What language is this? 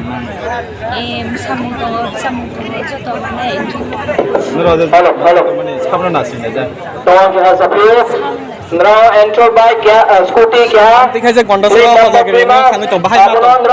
Kok Borok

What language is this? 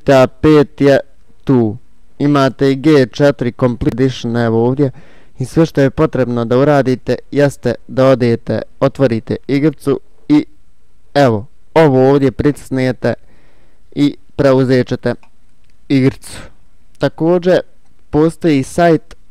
Bosnian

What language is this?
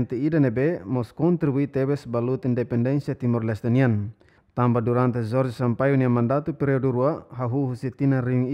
Tetum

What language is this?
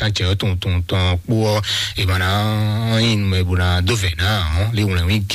Fon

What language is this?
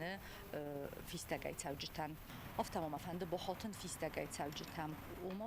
Ossetic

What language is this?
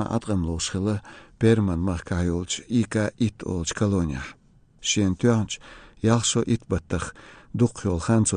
Chechen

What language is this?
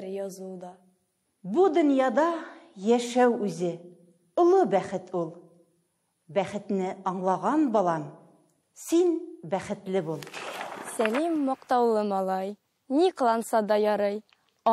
Tatar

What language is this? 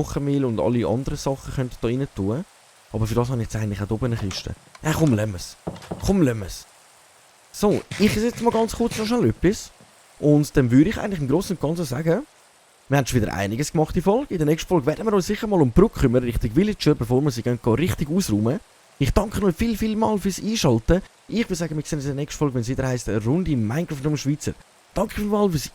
Swiss German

